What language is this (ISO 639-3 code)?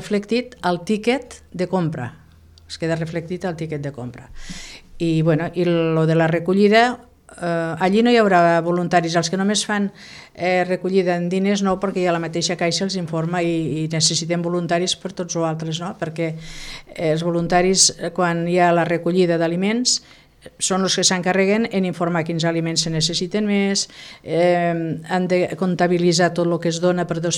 cat